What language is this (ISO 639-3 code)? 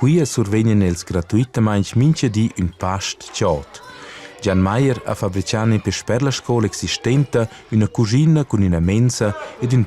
roh